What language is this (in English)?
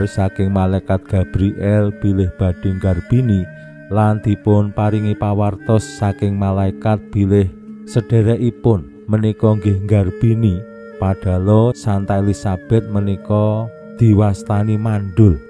Javanese